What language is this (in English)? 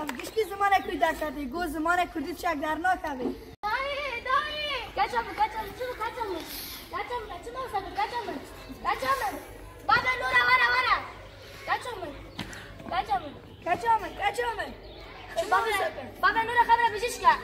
Kurdish